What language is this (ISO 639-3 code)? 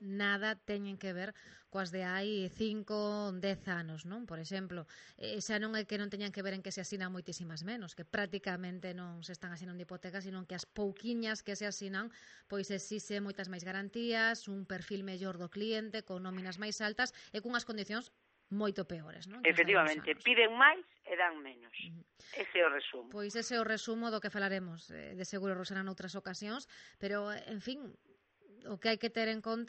glg